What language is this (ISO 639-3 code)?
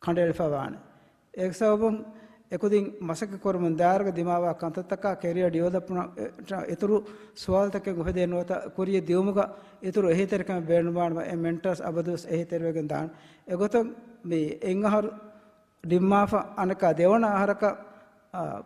div